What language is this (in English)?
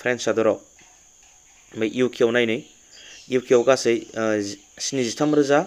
Bodo